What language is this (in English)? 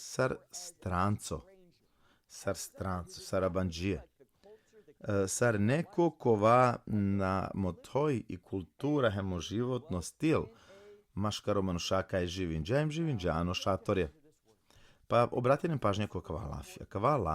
Balkan Romani